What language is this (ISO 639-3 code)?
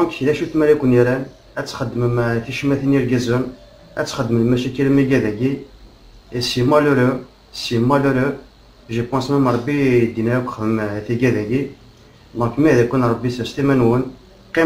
kab